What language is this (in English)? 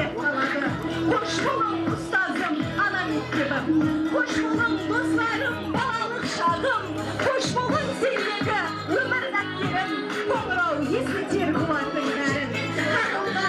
Kara-Kalpak